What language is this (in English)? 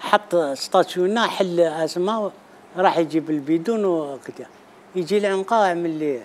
Algerian Arabic